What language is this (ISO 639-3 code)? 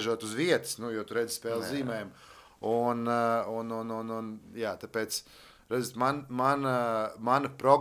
lav